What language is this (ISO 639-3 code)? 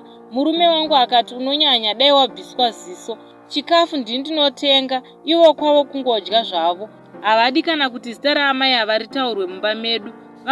sna